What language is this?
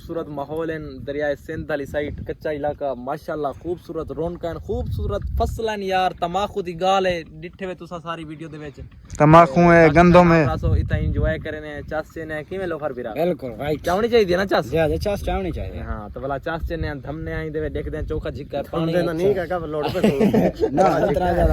Saraiki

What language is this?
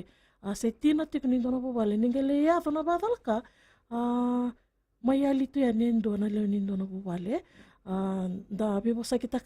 Fijian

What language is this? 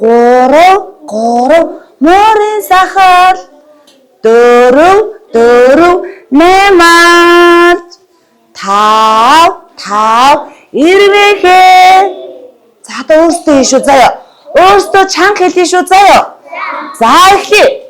Mongolian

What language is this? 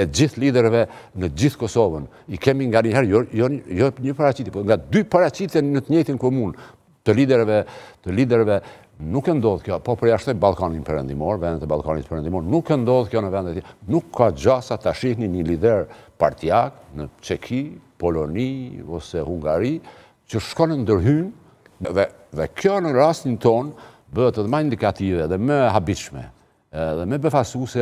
Albanian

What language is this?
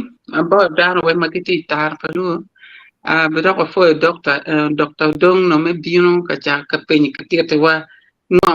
Acoli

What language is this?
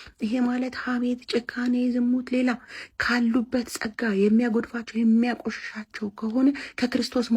Amharic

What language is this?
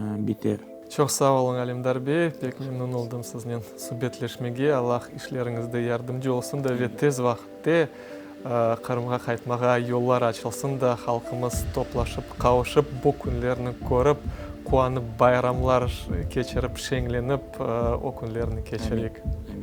Crimean Tatar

